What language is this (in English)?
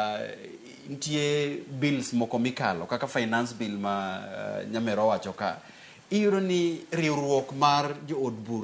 Luo (Kenya and Tanzania)